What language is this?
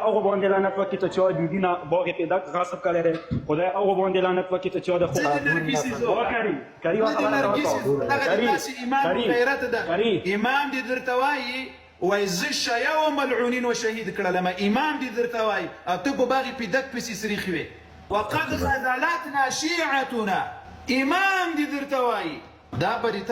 Pashto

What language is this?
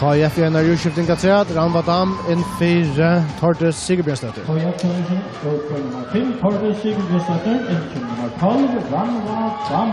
Faroese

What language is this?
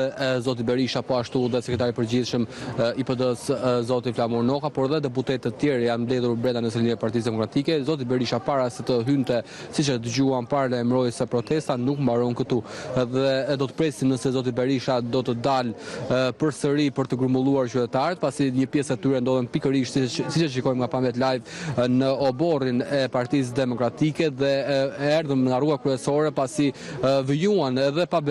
Albanian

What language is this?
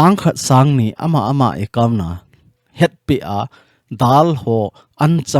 Thado Chin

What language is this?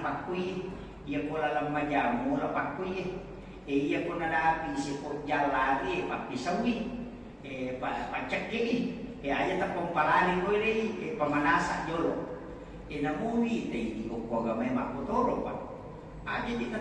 Buginese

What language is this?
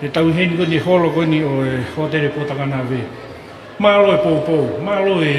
Tongan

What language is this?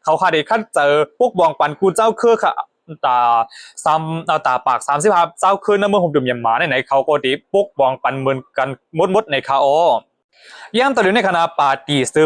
Shan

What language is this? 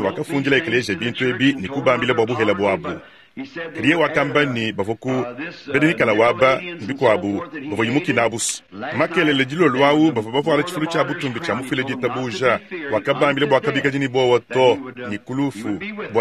Luba-Lulua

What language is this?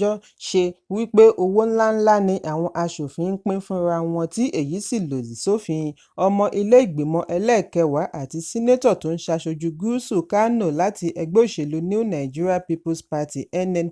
Yoruba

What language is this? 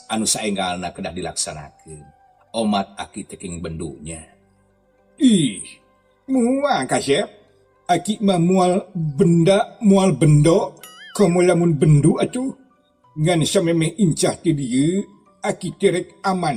Sundanese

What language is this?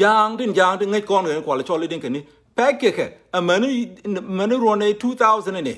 Nuer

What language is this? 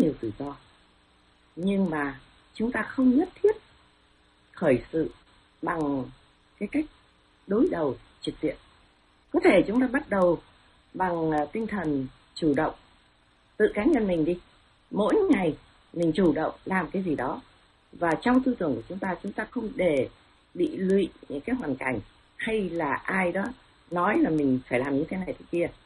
Vietnamese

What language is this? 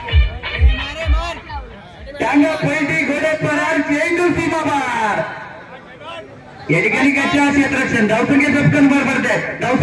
Marathi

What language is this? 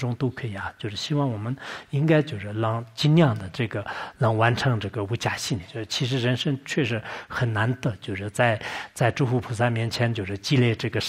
Chinese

